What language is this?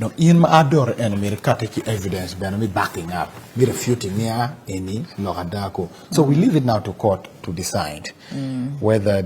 Acoli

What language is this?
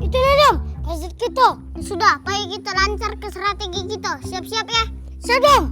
Musi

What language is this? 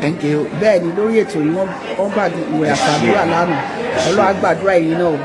Yoruba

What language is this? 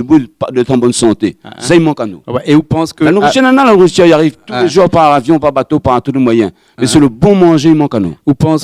Réunion Creole French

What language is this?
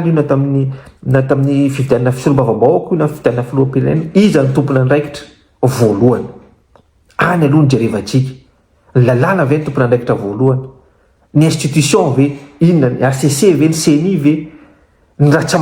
Malagasy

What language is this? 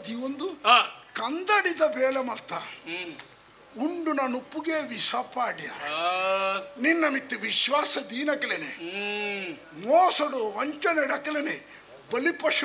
Tulu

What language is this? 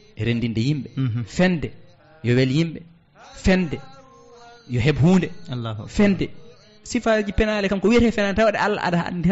Fula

